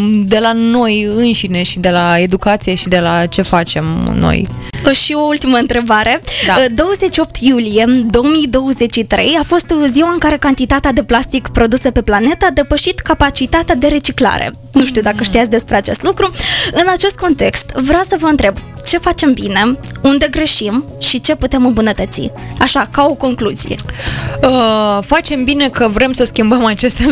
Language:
Romanian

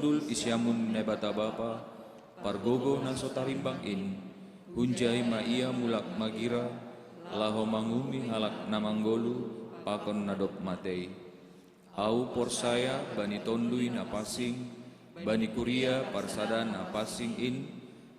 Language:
Batak Simalungun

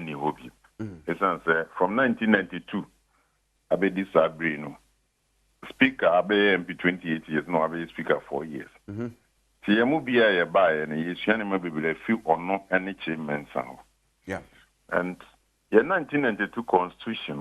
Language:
Akan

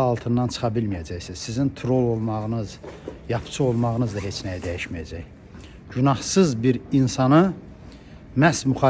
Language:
Azerbaijani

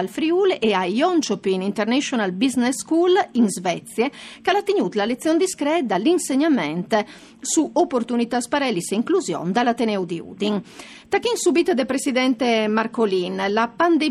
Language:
Friulian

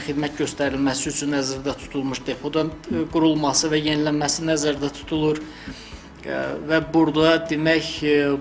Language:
Azerbaijani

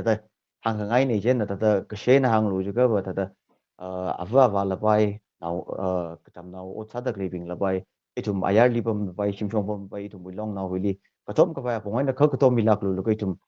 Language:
Tangkhul Naga (India)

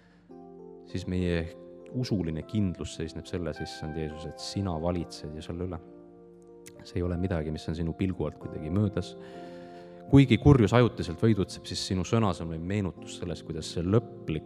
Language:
Estonian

